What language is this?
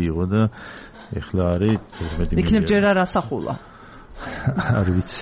Georgian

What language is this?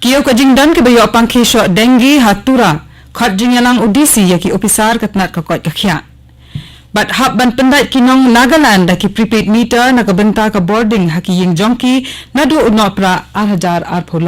Khasi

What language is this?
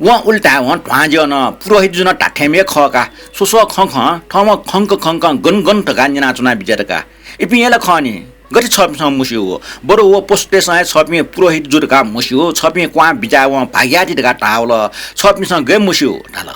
Newari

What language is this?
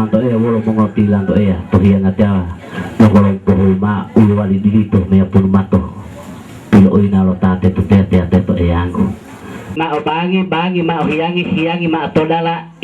Gorontalo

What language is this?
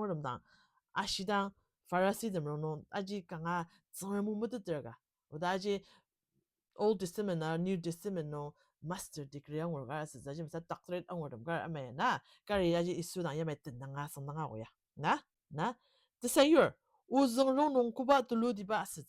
Ao Naga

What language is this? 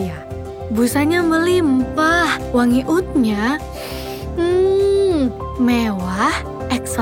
Indonesian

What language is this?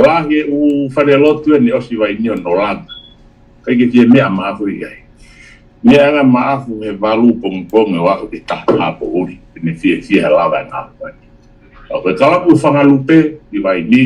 Tongan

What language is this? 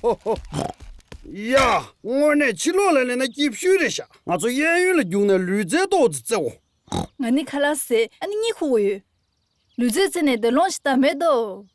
Tibetan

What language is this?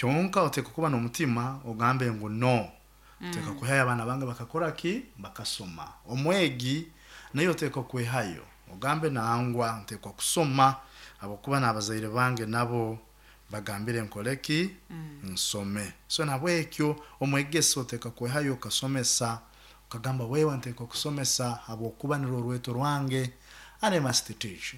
Nyoro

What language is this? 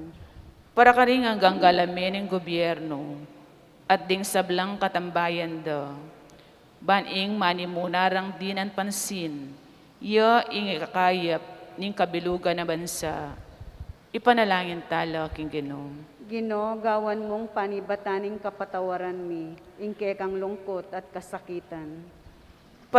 Pampanga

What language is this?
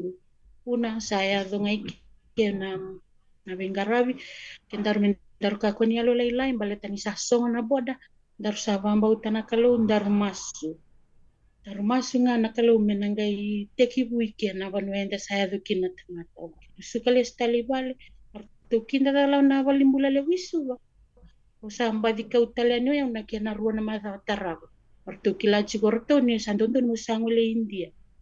Fijian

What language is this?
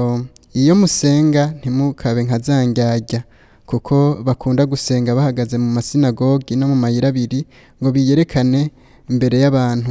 Rundi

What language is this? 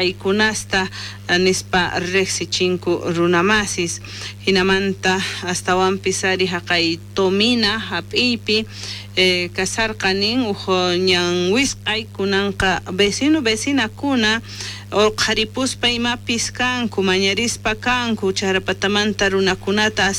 South Bolivian Quechua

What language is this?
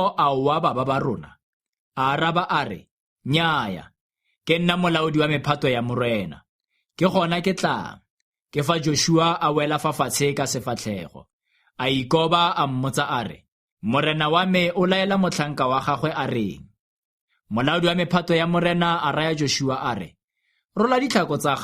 Tswana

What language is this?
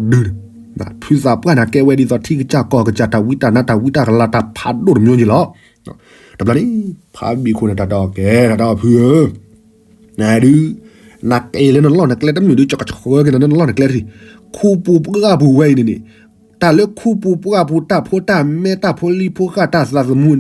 S'gaw Karen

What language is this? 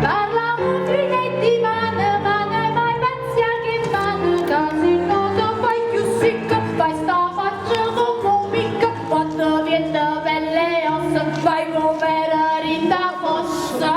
Neapolitan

